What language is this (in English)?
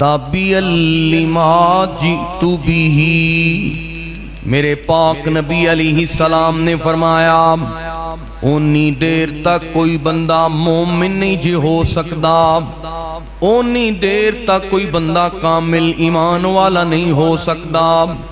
Urdu